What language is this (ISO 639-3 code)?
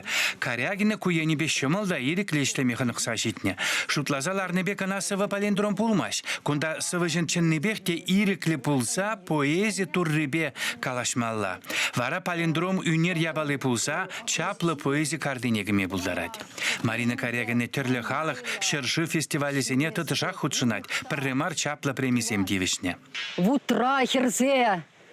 chv